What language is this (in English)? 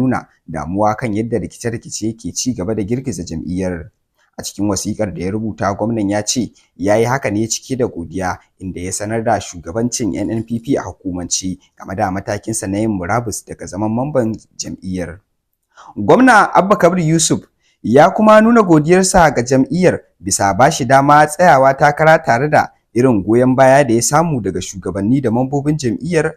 Hausa